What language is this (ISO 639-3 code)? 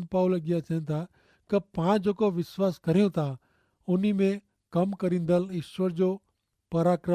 kfr